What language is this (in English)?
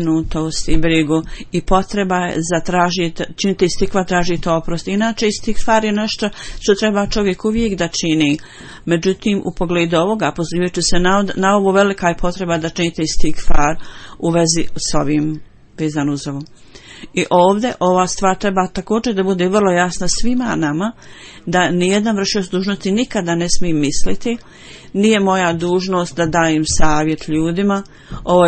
Bosnian